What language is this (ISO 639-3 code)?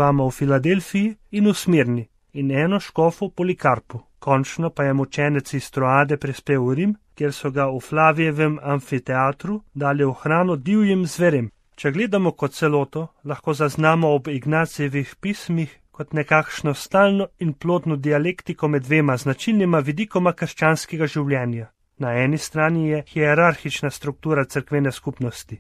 slv